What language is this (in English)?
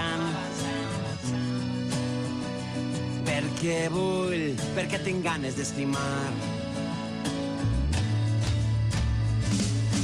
Catalan